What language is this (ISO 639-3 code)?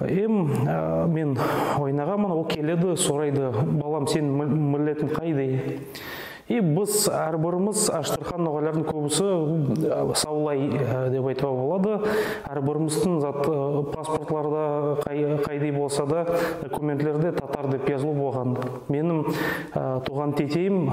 nog